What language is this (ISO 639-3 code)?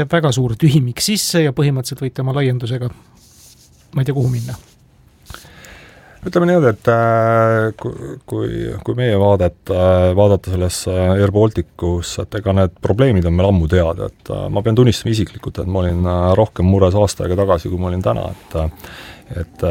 est